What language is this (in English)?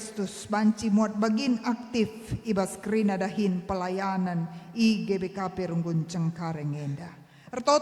Batak Karo